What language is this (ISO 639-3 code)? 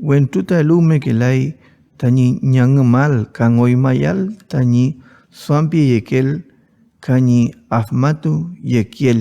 arn